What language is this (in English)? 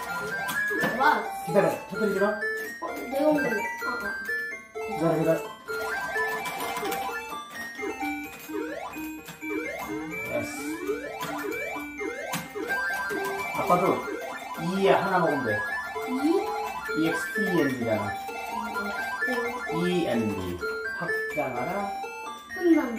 Korean